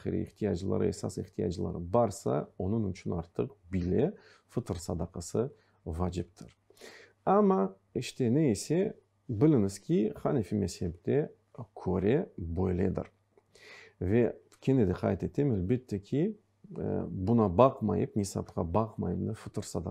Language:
Crimean Tatar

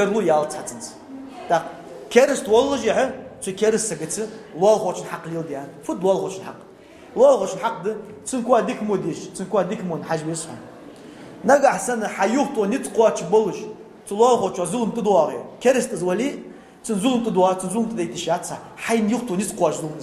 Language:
Ingush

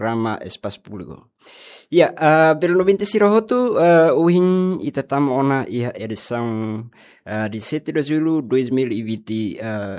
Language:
Tetum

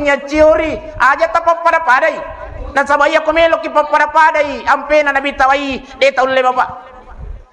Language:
Buginese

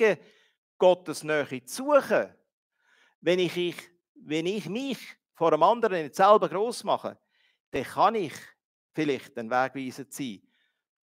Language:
Swiss German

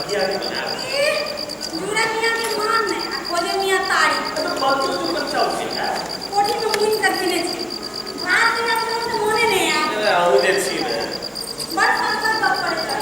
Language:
Maithili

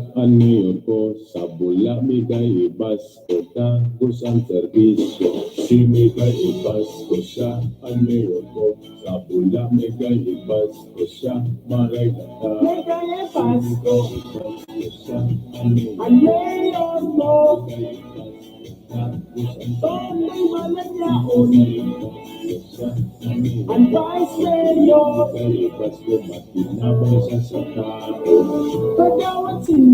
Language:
Bikol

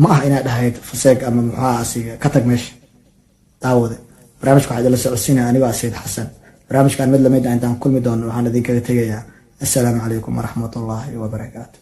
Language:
Somali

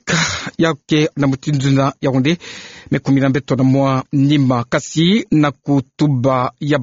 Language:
Kituba (Democratic Republic of Congo)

